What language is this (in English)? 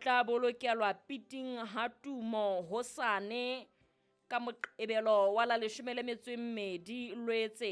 Southern Sotho